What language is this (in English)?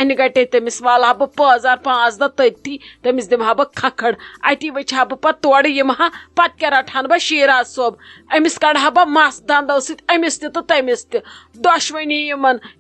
Kashmiri